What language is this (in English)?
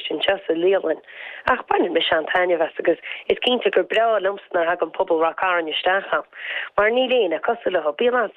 Irish